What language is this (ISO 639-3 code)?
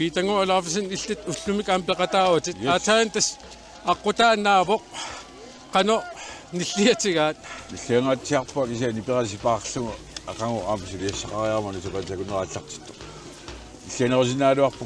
kal